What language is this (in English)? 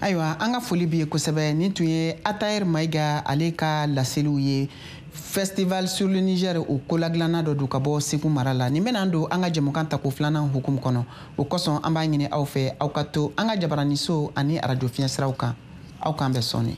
Bambara